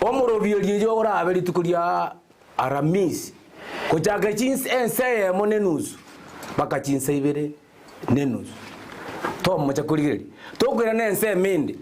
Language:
Gusii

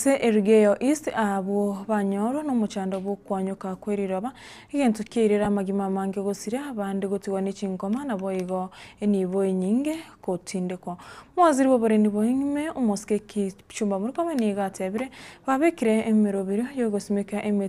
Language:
Gusii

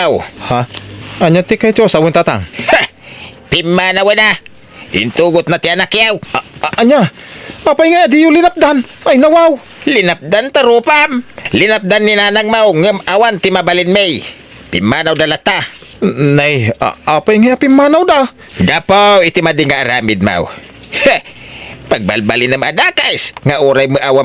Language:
Iloko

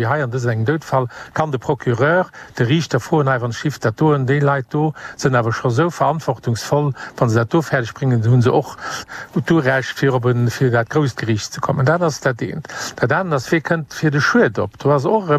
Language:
Luxembourgish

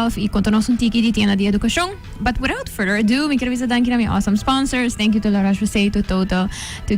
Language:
Papiamento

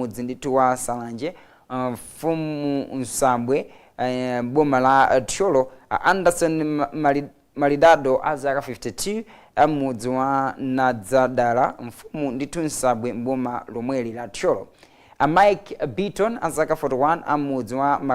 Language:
Nyanja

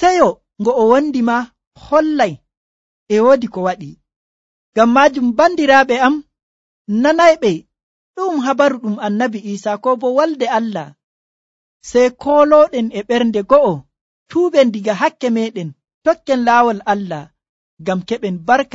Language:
Nigerian Fulfulde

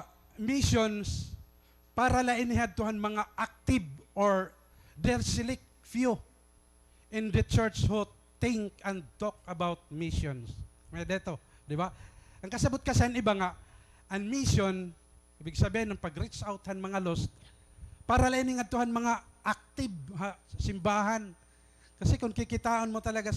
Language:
Waray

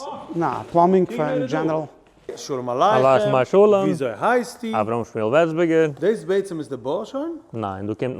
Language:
Yiddish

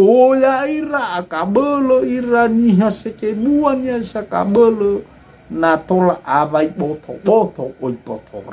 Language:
Nias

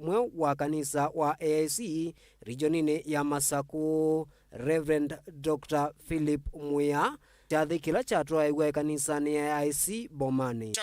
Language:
Kamba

